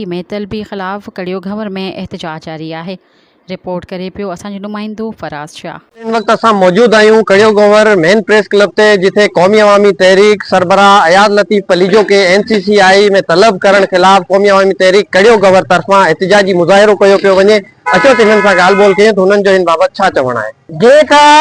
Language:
Sindhi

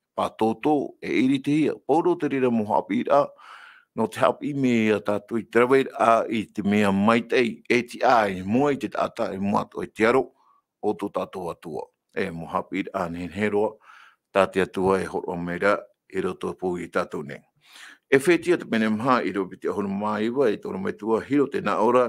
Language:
Tahitian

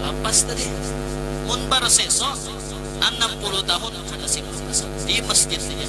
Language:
Banjar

